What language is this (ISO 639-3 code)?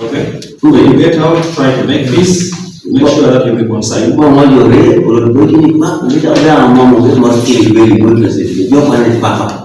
teo